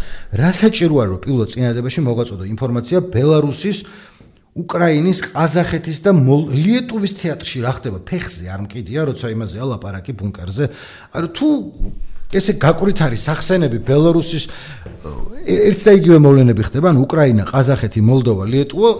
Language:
Georgian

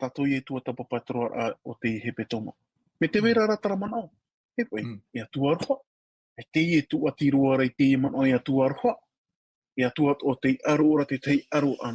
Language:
Tahitian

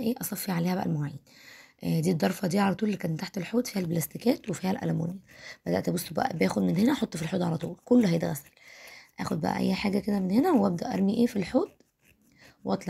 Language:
Egyptian Arabic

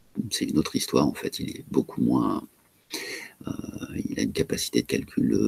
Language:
French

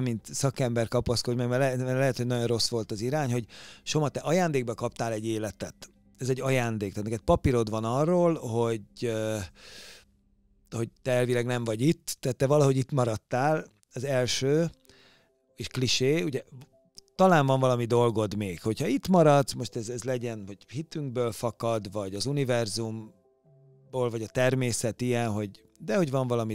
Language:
Hungarian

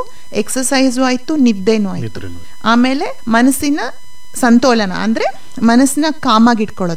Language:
Kannada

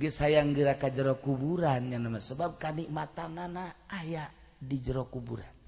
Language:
Sundanese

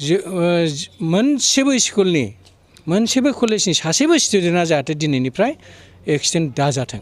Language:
Bodo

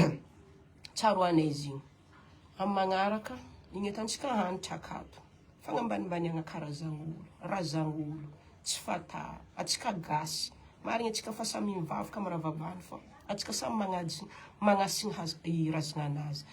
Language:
Malagasy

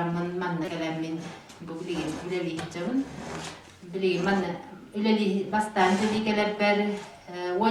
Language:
Yakut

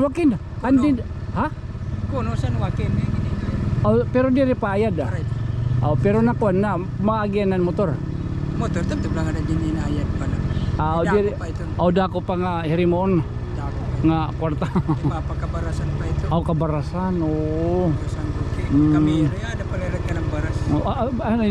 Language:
Waray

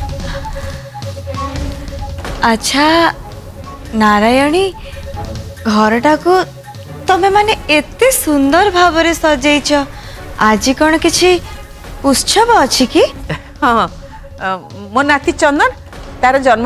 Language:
Odia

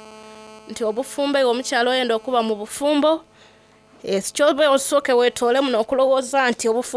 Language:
Soga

